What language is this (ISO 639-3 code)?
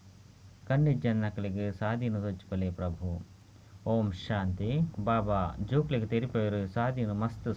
tcy